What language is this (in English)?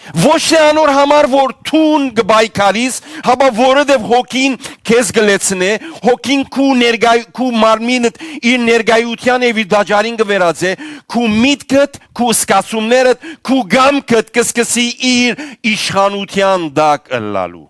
Western Armenian